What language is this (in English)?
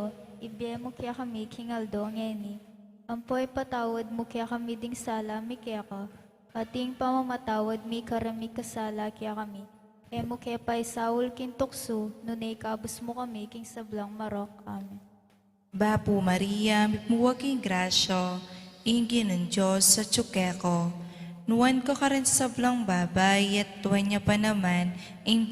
Pampanga